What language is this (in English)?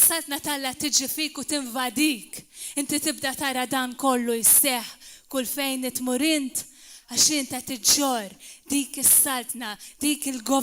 Maltese